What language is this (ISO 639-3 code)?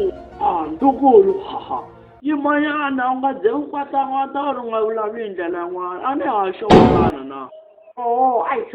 tso